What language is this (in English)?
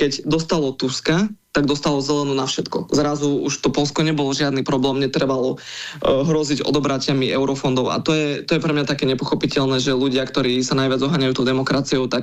Slovak